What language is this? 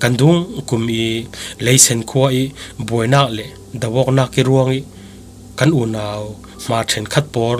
Falam Chin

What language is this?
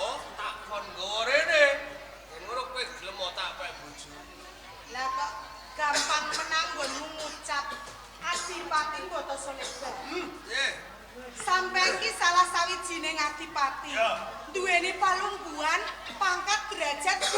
Javanese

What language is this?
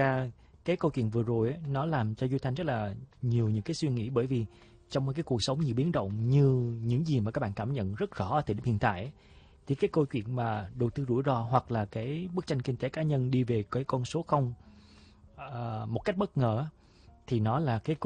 Vietnamese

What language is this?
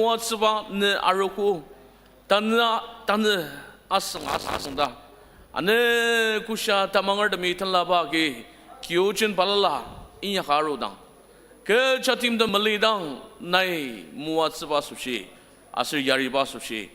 Ao Naga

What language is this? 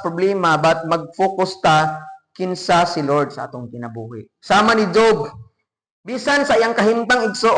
Cebuano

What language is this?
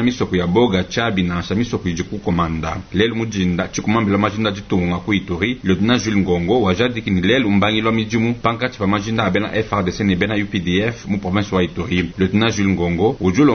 Luba-Lulua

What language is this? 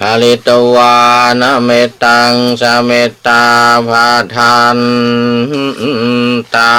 Pali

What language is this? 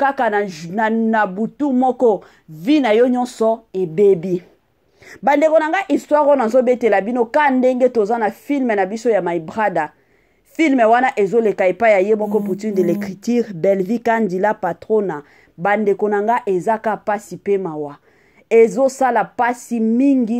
Lingala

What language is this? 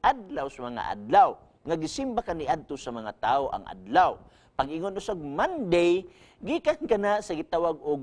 Cebuano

